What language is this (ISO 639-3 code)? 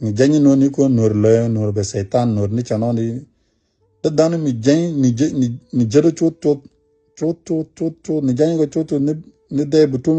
nus